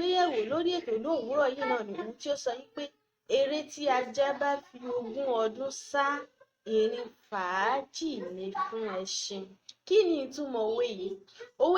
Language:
Yoruba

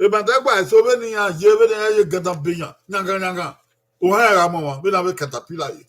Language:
Bini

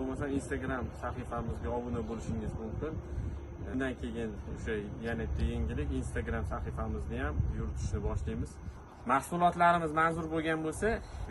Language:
Uzbek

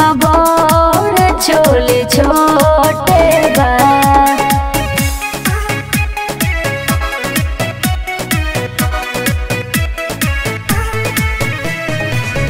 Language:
Bhojpuri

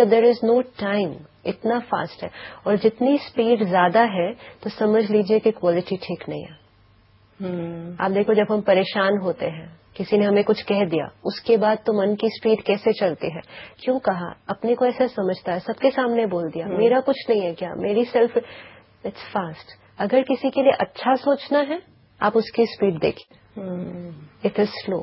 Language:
Hindi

